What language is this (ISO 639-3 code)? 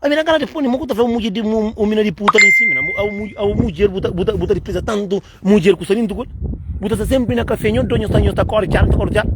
kea